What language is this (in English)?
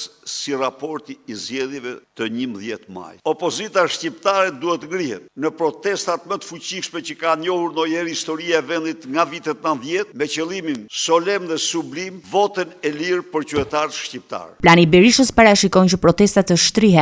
Albanian